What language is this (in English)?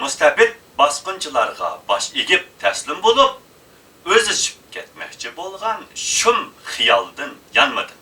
Uyghur